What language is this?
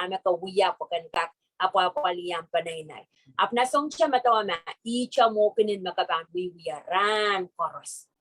Pohnpeian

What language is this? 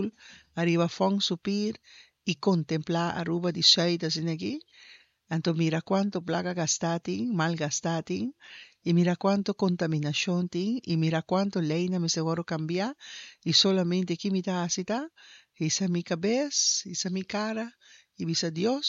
Papiamento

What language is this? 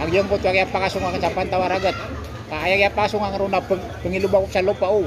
Maranao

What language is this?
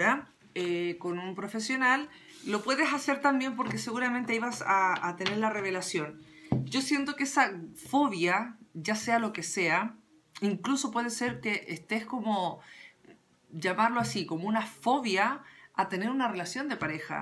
Spanish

